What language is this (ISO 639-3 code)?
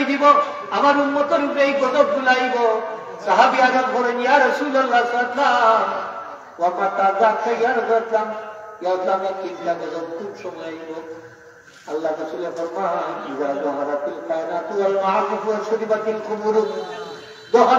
syl